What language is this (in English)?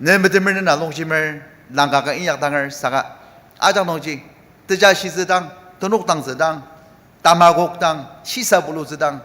Ao Naga